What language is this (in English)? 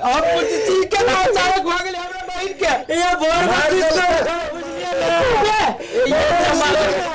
Maithili